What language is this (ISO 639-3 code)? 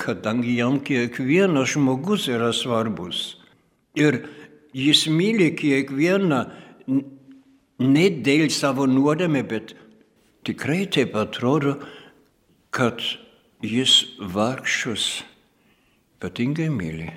lit